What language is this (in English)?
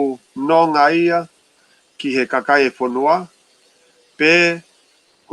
Tongan